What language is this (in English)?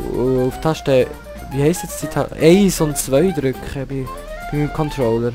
Swiss German